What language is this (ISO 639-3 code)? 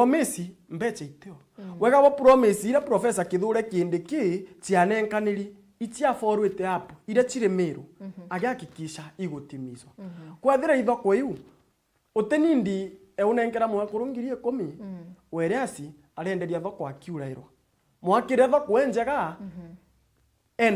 mer